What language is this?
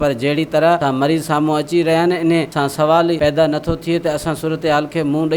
Sindhi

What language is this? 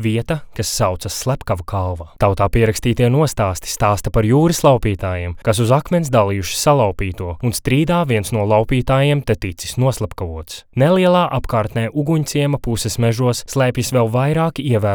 Latvian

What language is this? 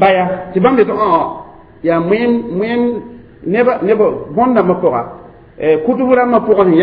Mossi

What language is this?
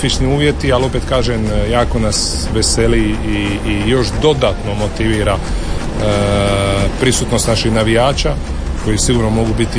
Croatian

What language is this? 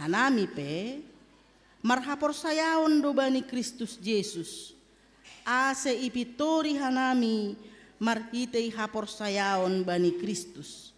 Batak Simalungun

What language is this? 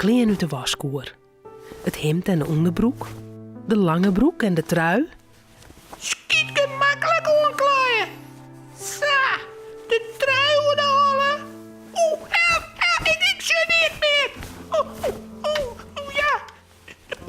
Western Frisian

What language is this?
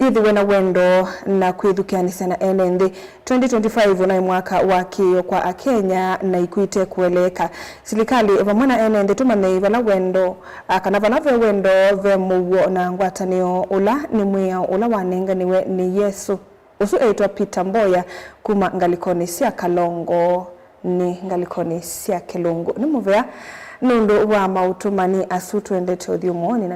Kamba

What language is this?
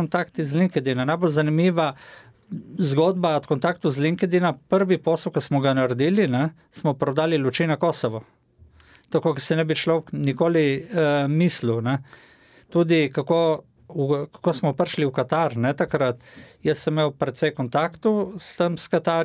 Slovenian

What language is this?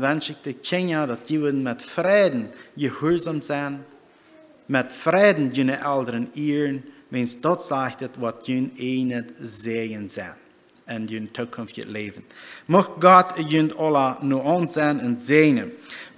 Plautdietsch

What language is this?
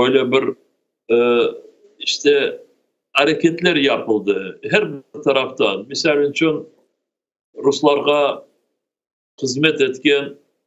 Crimean Tatar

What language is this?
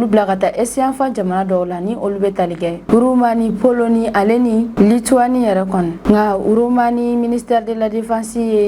Bambara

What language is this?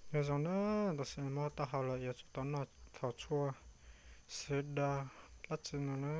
Hmong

